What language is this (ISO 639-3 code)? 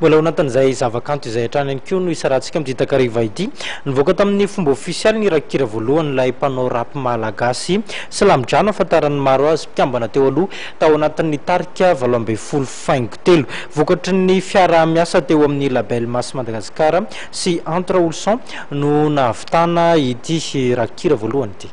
mlg